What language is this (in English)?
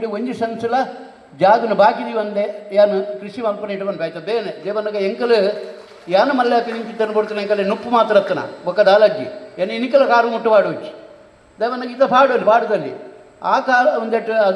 Tulu